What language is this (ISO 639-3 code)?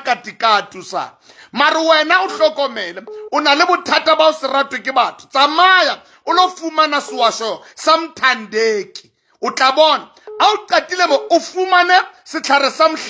sot